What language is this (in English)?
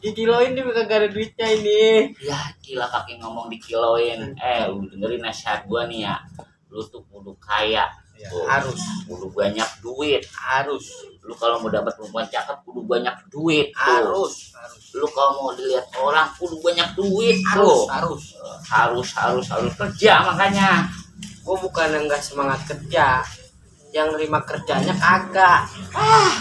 Betawi